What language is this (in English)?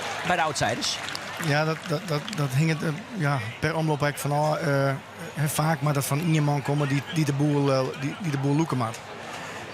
Western Frisian